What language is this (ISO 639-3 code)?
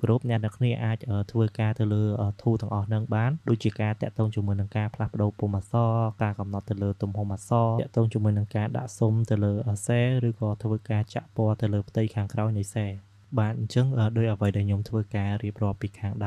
khm